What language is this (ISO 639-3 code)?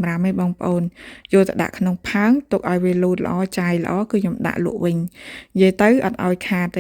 khm